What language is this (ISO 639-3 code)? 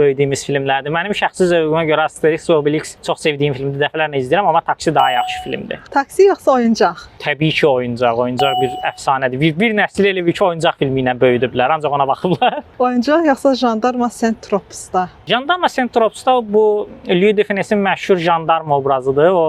aze